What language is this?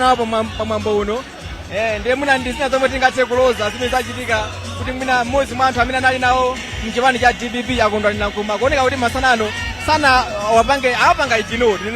Nyanja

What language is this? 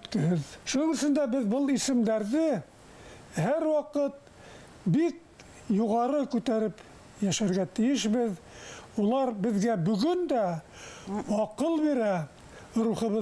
Bashkir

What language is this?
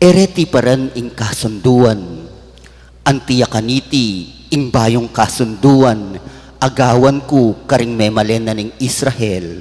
Pampanga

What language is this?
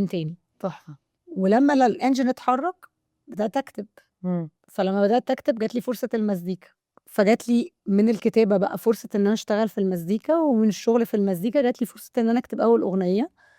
Egyptian Arabic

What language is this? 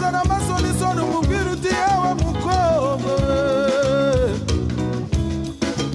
Kinyarwanda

